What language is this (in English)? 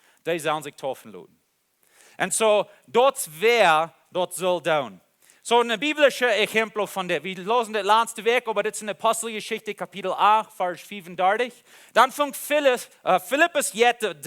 Plautdietsch